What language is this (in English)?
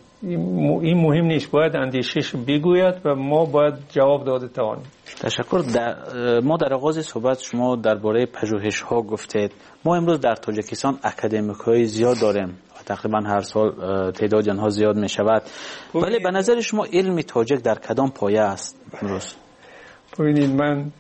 Tajik